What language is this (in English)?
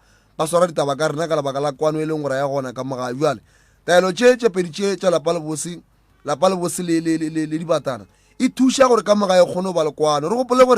Northern Sotho